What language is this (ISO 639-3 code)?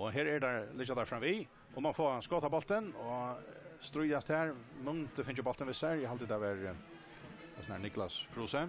fao